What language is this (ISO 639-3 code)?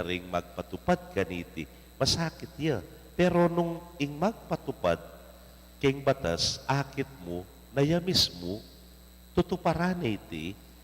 pam